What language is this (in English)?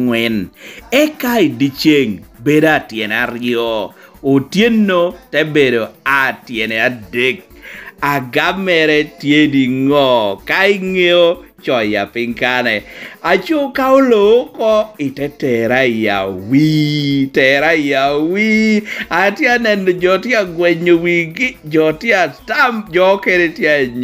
Lango (Uganda)